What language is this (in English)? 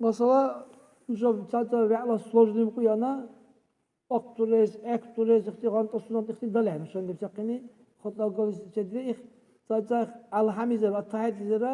Dargwa